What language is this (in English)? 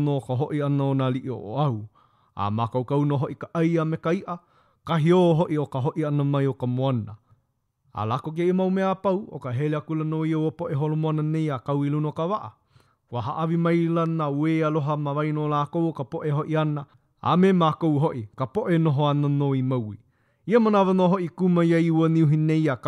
Hawaiian